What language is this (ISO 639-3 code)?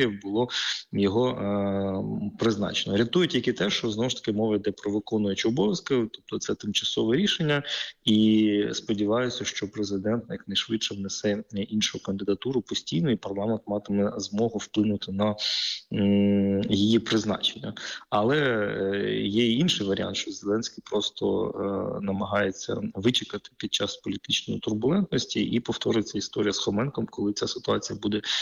ukr